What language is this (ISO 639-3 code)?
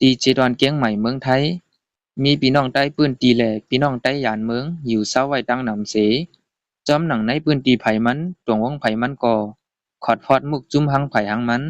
shn